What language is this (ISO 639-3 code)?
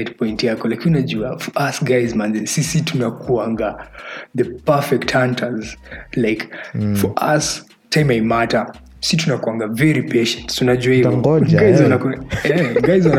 swa